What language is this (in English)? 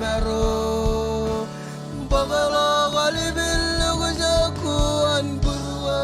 Marshallese